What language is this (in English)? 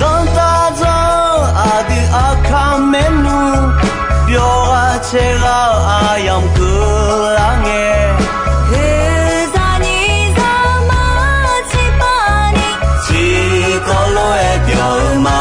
Akha